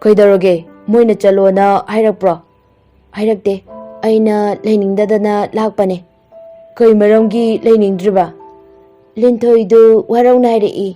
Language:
Manipuri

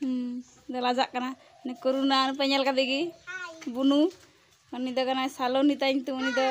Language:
Santali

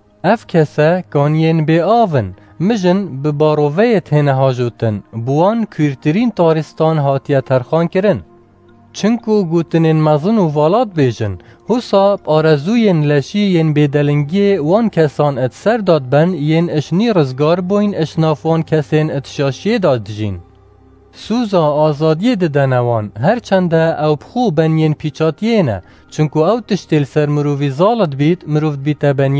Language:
Kurdish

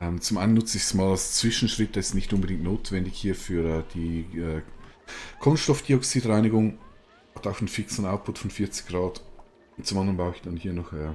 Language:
Swiss German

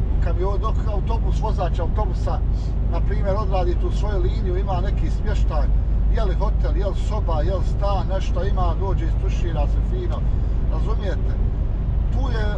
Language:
Croatian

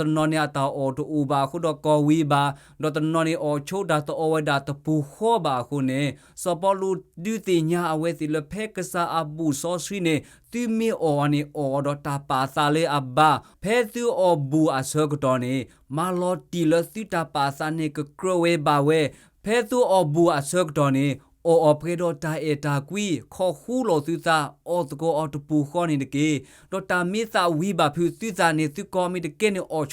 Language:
S'gaw Karen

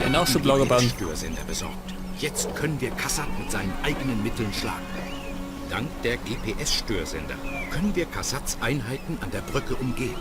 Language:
Bavarian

